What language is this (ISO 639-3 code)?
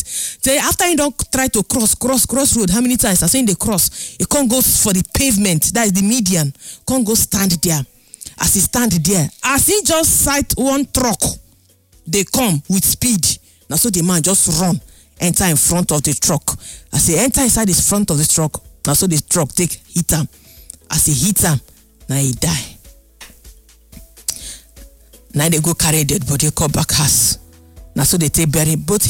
pcm